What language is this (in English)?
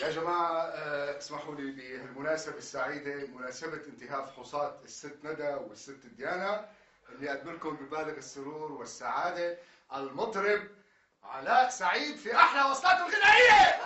North Levantine Arabic